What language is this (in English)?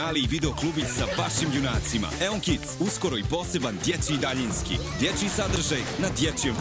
Serbian